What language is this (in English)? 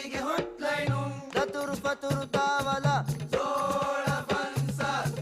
Divehi